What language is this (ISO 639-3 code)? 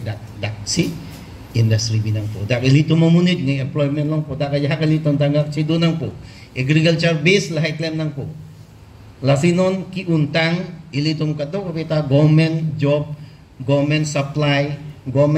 mjw